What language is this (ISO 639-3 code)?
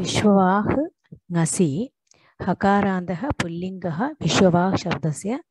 san